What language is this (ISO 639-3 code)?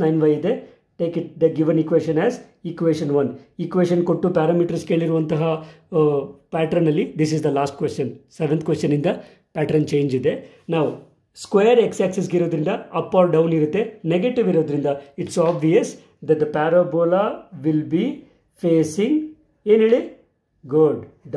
kan